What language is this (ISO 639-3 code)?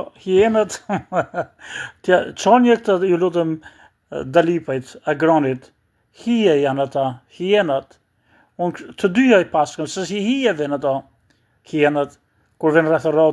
sqi